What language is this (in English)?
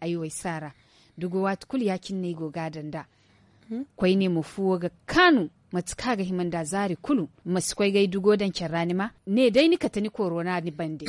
Zarma